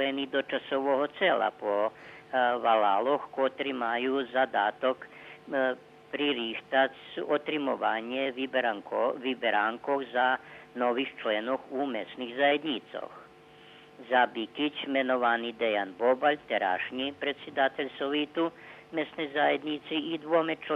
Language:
Rusyn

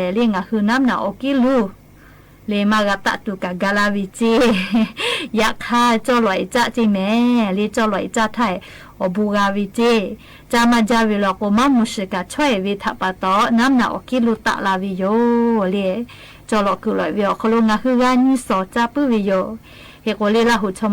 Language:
Lahu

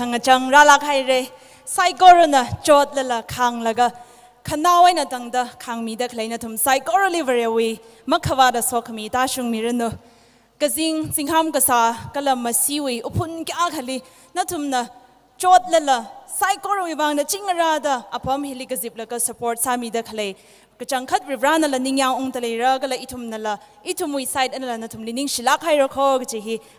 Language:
Tangkhul Naga (India)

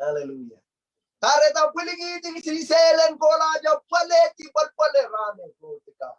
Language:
Pohnpeian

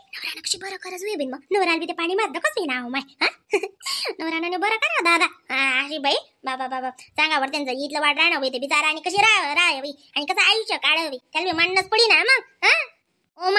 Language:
Khandesi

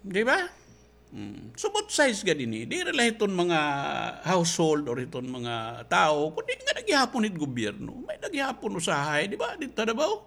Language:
Waray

